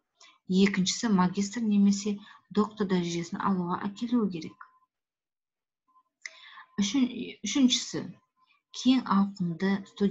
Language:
Kazakh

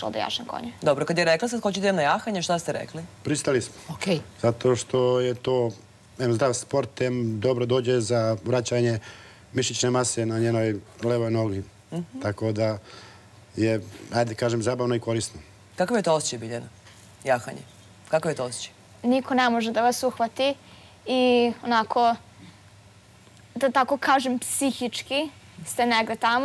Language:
Serbian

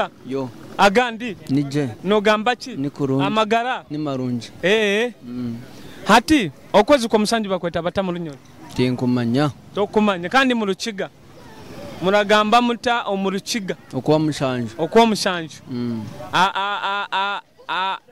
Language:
Nyoro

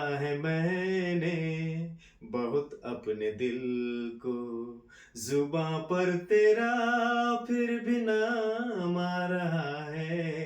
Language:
Sadri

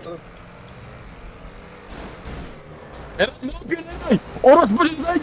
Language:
Turkish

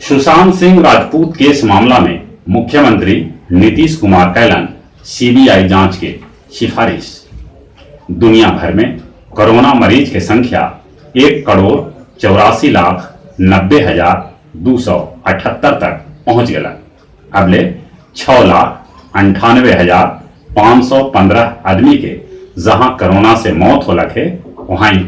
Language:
Magahi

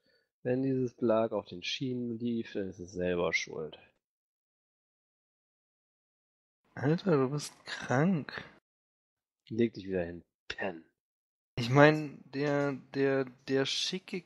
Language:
German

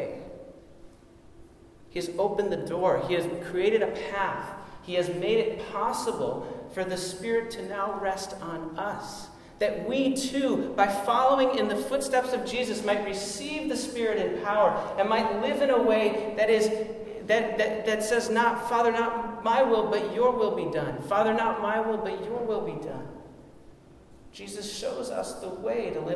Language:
English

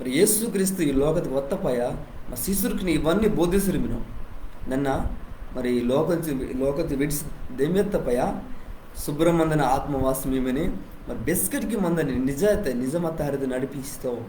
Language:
Koya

